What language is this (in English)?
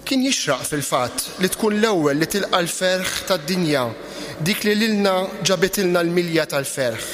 Maltese